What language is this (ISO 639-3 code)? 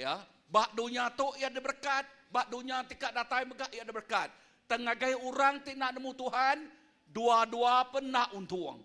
iba